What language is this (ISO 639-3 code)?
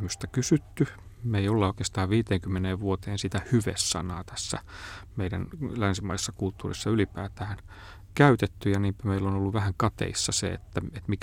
fin